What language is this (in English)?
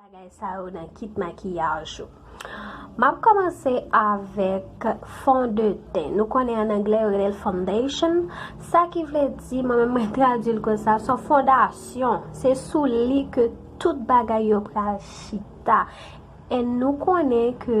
Haitian Creole